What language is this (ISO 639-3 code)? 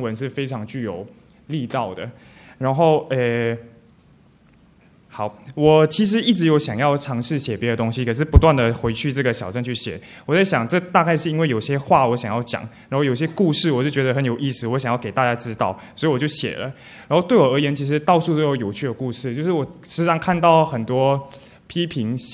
zho